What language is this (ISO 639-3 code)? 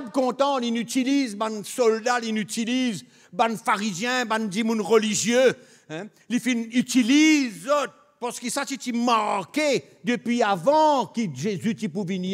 mfe